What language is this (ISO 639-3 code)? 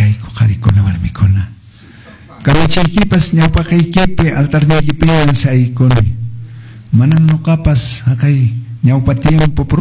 que